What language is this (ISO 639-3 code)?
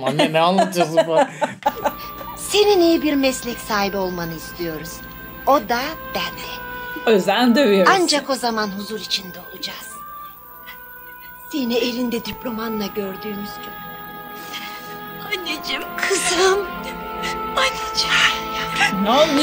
tur